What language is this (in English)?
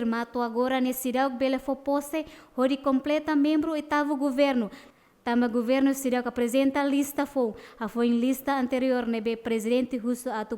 Tetum